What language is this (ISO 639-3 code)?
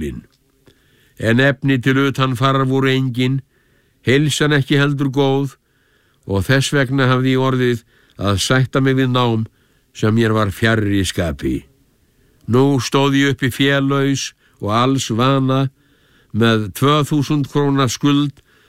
isl